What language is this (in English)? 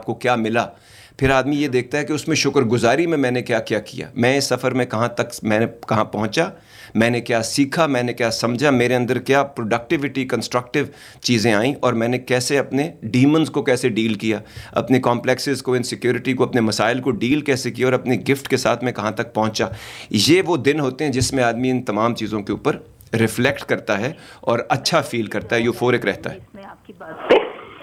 Urdu